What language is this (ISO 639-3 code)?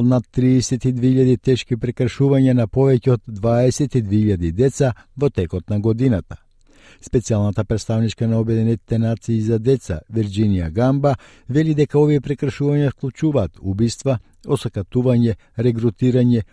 mkd